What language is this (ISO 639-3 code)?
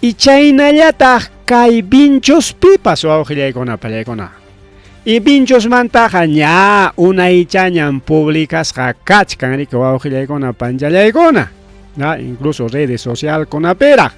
quy